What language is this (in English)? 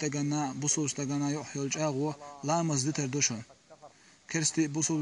Chechen